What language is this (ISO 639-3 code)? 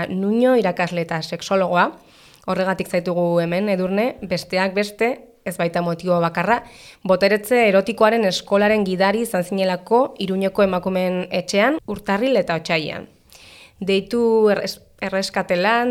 eus